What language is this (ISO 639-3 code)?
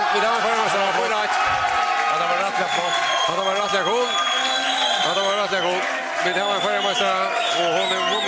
fao